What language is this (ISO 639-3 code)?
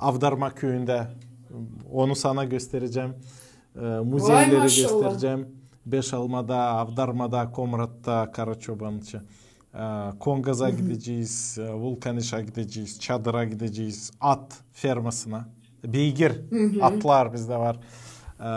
gag